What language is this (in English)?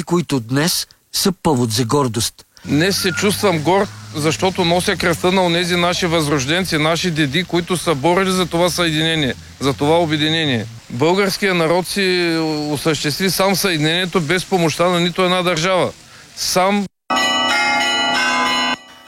Bulgarian